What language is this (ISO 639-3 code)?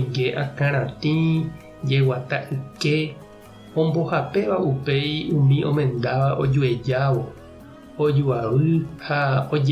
grn